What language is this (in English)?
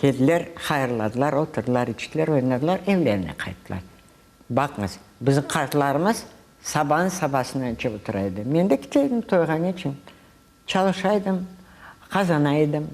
Crimean Tatar